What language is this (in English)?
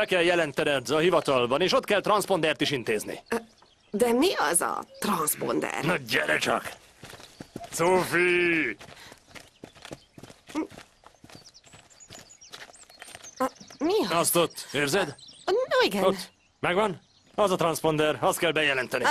Hungarian